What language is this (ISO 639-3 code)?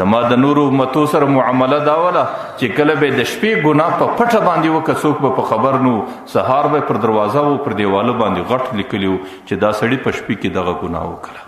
pus